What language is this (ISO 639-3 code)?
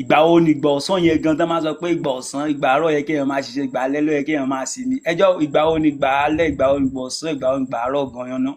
yor